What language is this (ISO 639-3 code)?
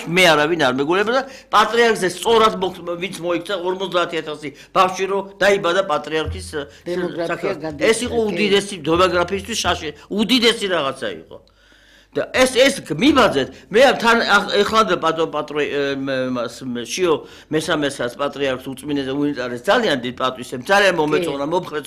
kat